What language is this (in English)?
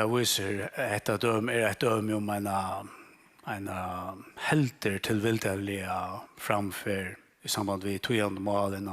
Faroese